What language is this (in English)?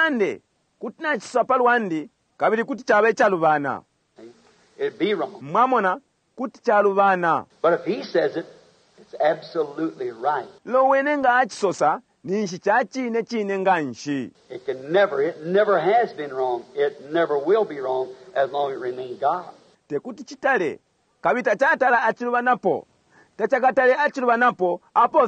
Bemba